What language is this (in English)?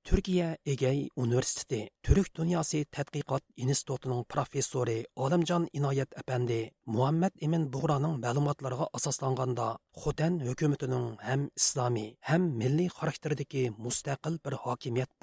Uyghur